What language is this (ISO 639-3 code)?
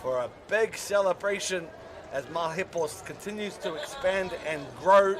mri